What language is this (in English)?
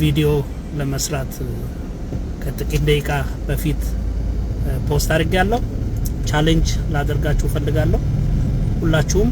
Amharic